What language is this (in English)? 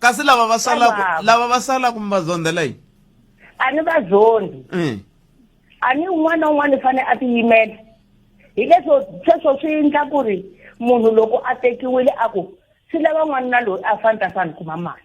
Tsonga